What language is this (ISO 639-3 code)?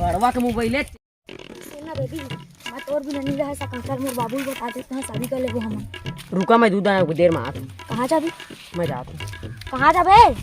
hne